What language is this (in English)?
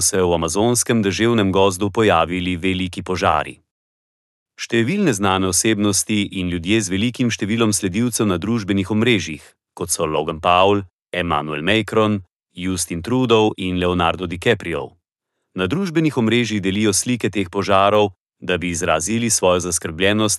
Slovenian